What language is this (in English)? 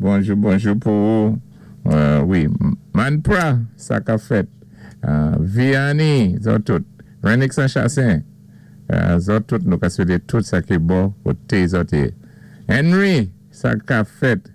Saint Lucian Creole French